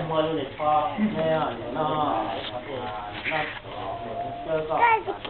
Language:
Hmong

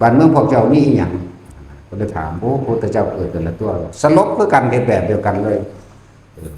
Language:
Northeastern Thai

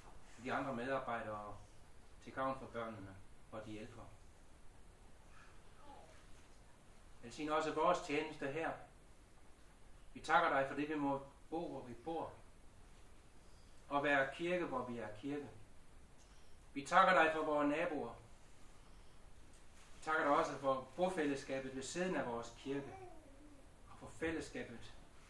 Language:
Danish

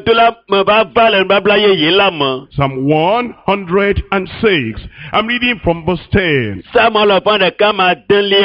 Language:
Ewe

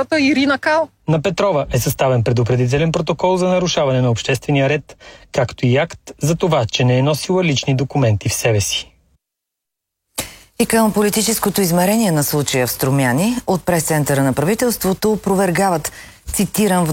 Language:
Bulgarian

